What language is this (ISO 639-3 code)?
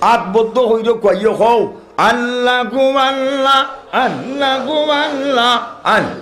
syl